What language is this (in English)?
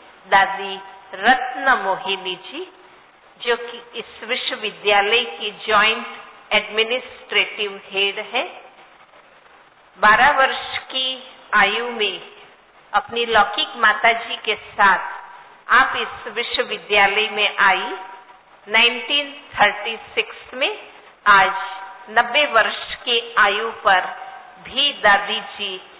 Hindi